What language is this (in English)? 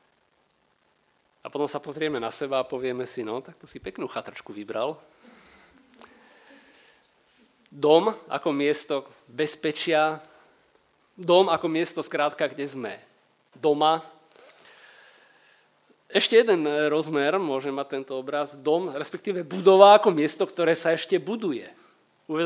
Slovak